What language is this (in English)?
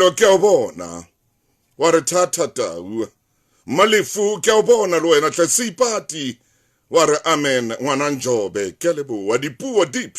Southern Sotho